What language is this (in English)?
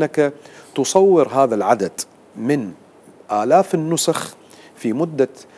Mesopotamian Arabic